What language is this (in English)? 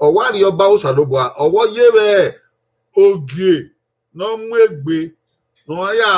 Bini